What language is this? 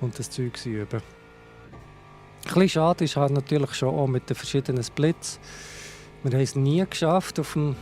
Swiss German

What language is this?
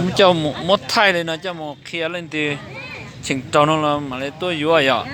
Hmong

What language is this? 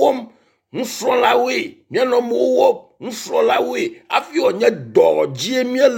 Ewe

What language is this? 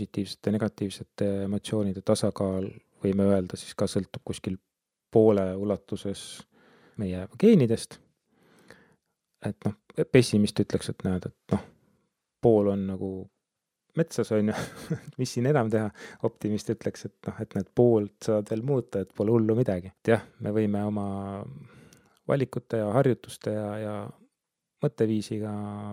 Estonian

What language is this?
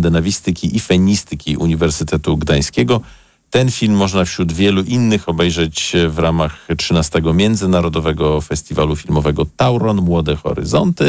Polish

